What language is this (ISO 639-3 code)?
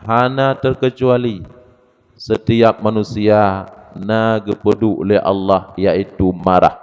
ace